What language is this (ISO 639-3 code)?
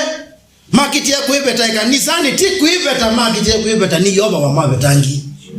kam